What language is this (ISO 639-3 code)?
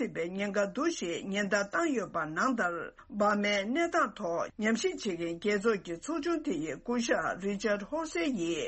bod